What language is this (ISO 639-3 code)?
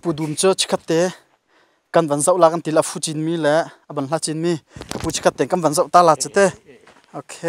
cnh